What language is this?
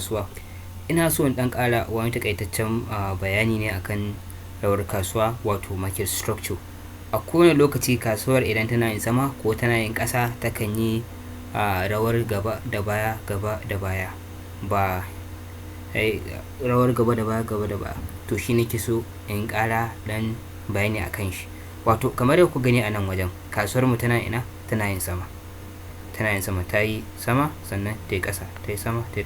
Hausa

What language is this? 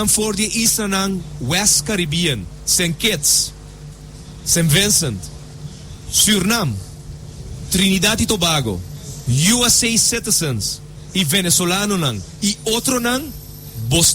Papiamento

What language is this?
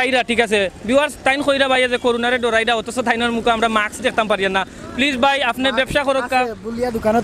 Sylheti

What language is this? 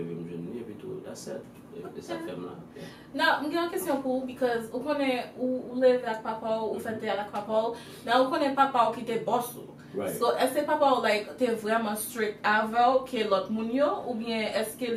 Haitian Creole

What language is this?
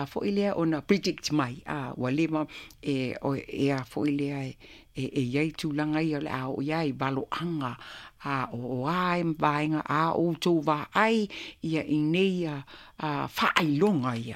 Samoan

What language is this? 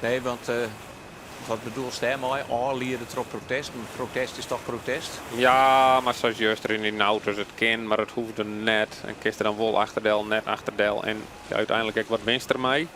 Western Frisian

